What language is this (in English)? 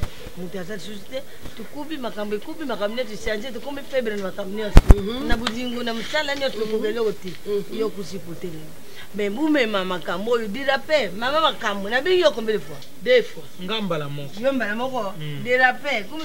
Lingala